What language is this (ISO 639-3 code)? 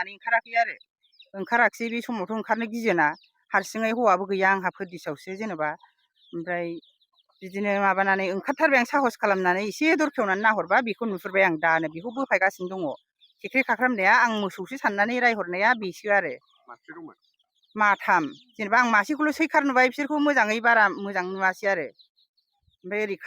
brx